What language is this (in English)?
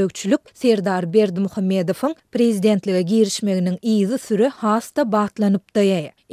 Turkmen